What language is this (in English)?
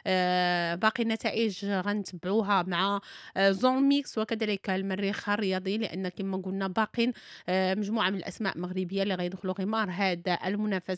Moroccan Arabic